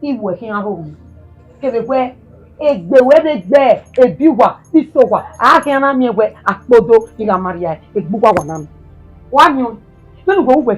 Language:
Bini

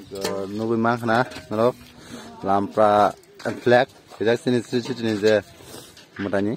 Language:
Kok Borok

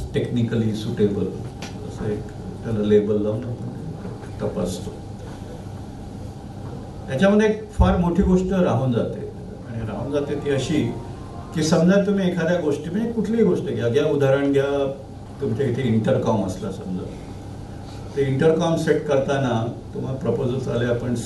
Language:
Marathi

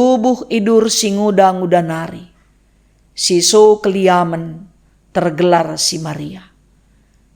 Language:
Batak Karo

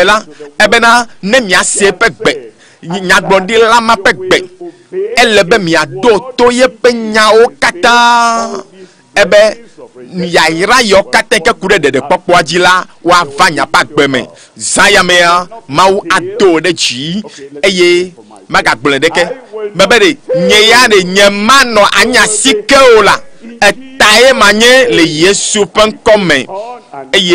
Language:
Ewe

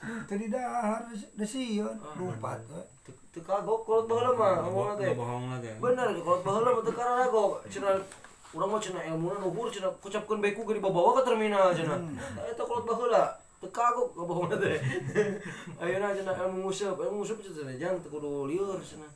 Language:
Sundanese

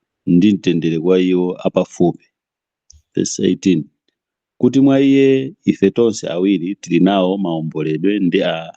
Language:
Nyanja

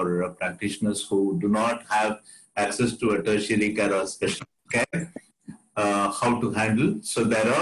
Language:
English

